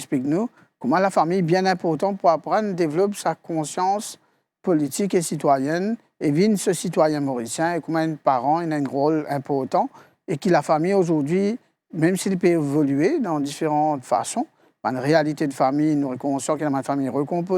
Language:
Morisyen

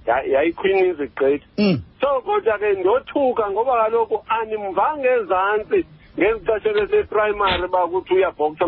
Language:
Xhosa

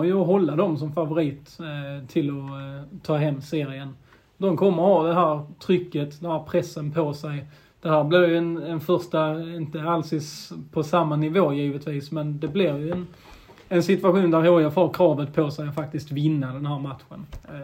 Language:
Swedish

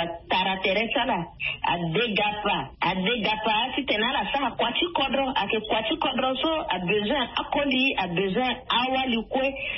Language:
Sango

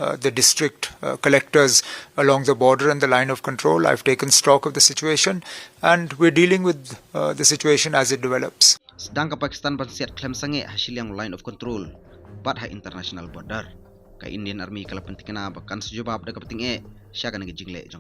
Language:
Khasi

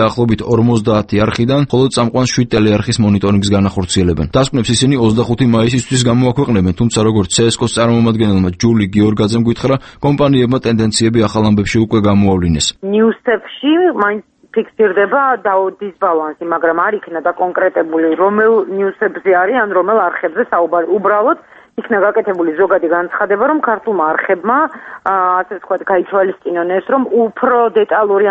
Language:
Georgian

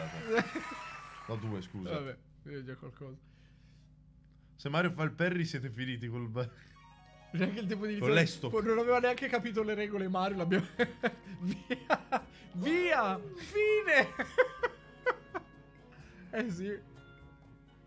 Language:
Italian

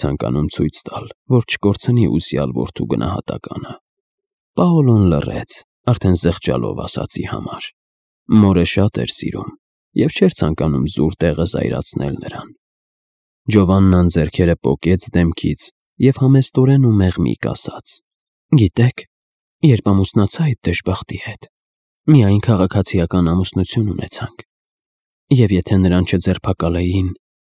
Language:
Armenian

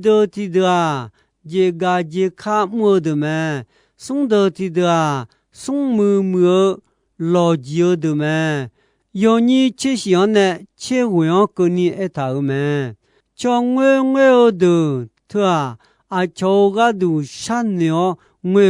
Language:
Akha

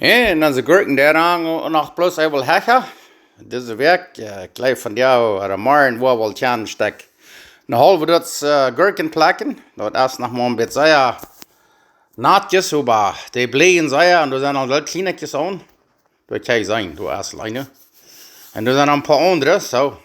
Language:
Plautdietsch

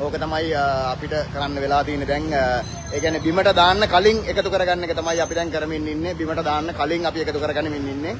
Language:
Sinhala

